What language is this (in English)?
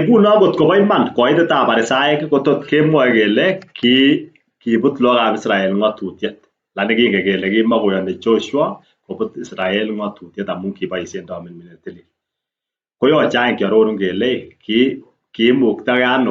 Kalenjin